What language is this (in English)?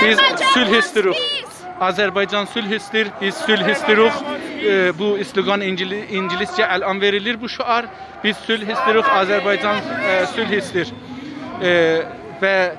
South Azerbaijani